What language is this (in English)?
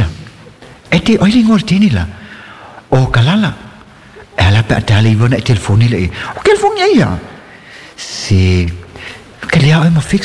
Samoan